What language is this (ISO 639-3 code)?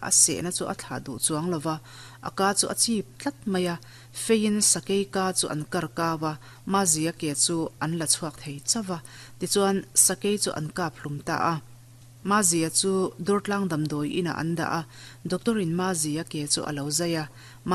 lus